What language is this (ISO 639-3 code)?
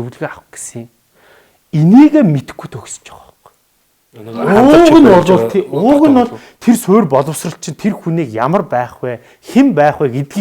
mon